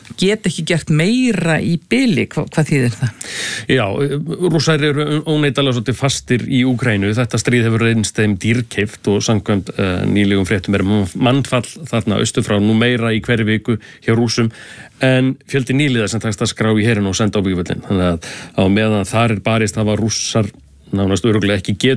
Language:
Icelandic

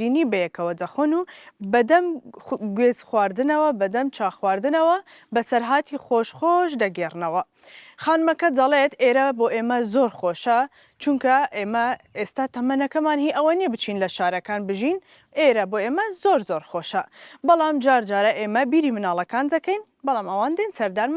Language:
Central Kurdish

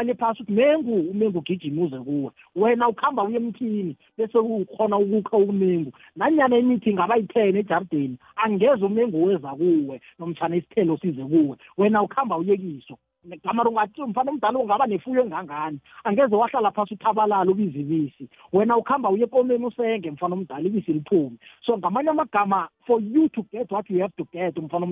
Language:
South Ndebele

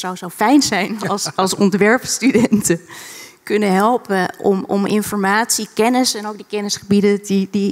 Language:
Dutch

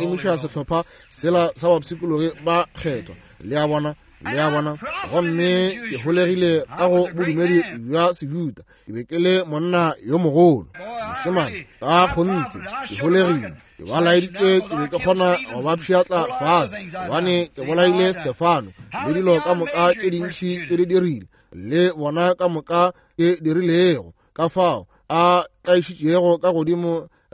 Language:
Northern Sotho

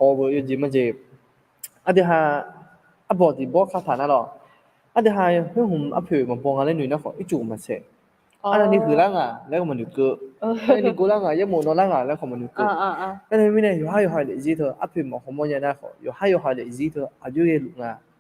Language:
Akha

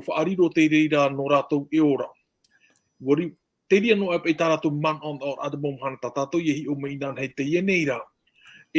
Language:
Tahitian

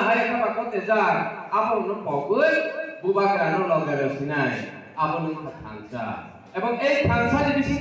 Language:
Kok Borok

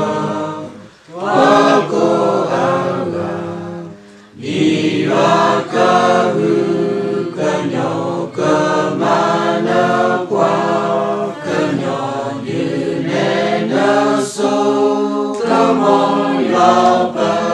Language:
S'gaw Karen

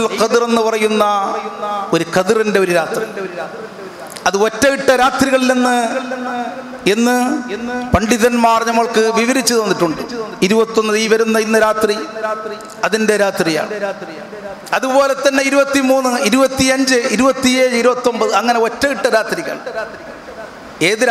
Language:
Malayalam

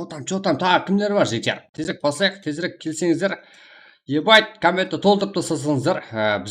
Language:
Kara-Kalpak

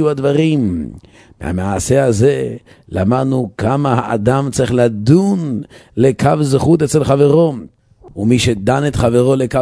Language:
Hebrew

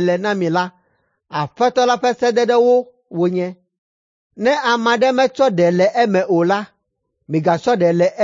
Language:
Ewe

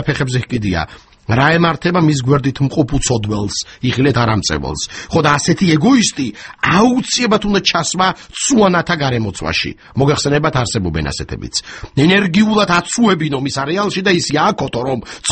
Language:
Georgian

